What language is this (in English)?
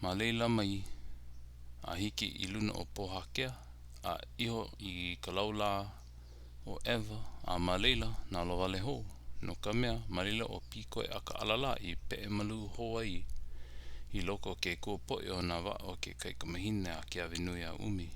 Hawaiian